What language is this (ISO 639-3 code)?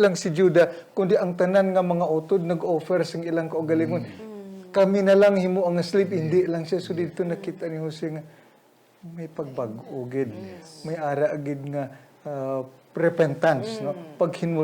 hil